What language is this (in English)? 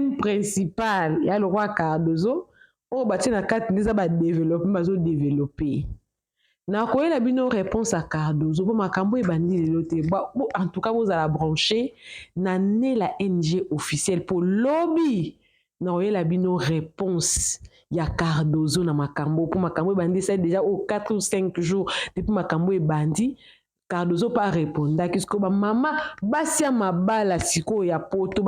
Lingala